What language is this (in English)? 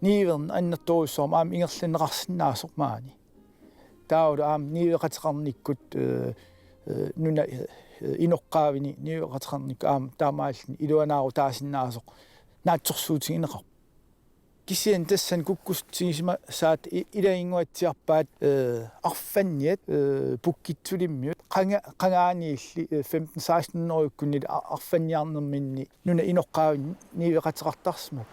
Kalaallisut